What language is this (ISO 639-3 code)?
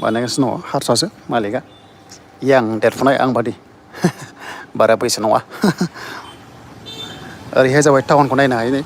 brx